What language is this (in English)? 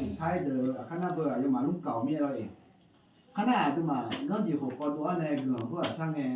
Akha